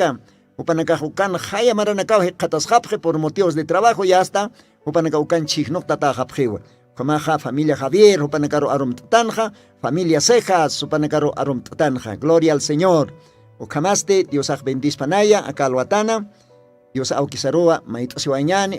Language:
Aymara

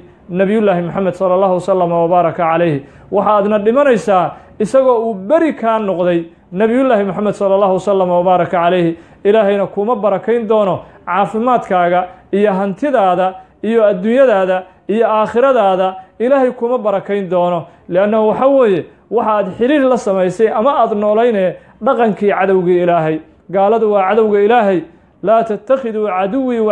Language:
Somali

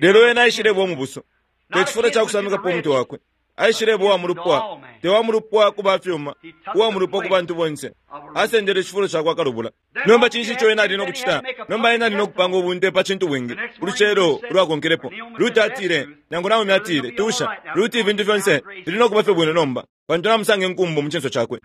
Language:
Bemba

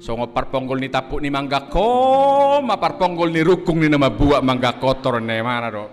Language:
Batak Toba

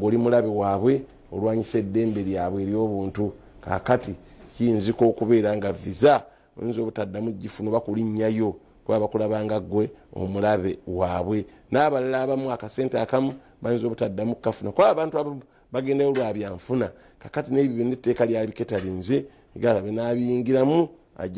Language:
Ganda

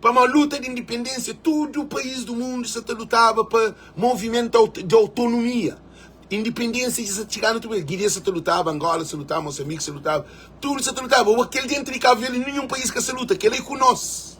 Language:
Kabuverdianu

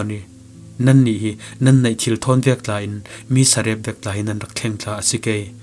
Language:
Falam Chin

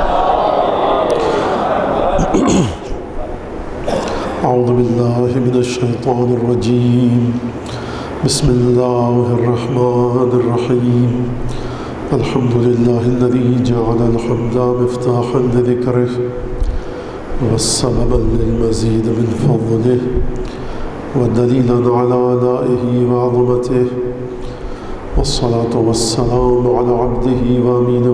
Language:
Urdu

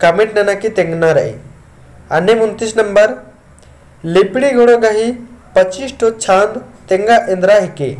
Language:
Kurukh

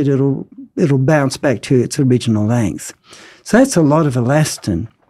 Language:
English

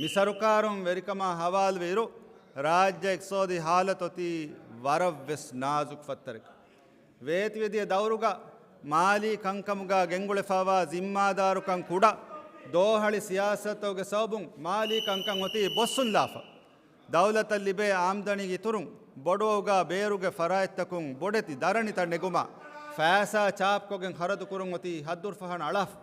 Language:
Divehi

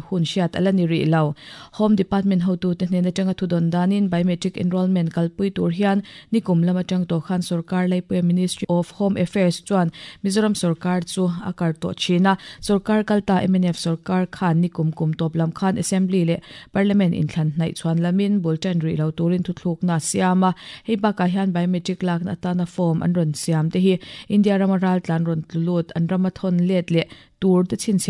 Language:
Mizo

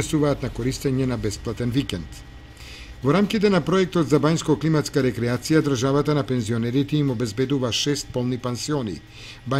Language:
Macedonian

